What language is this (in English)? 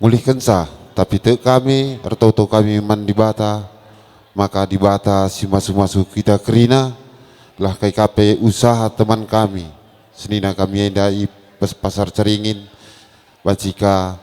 Batak Karo